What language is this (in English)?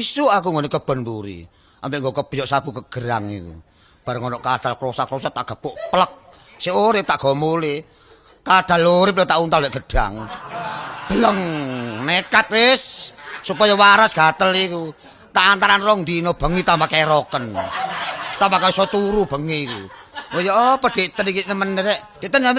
Javanese